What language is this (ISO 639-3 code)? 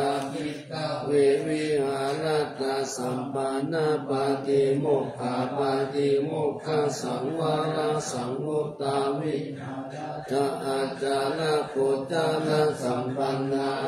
pli